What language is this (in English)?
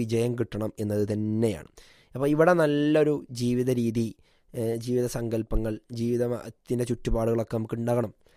Malayalam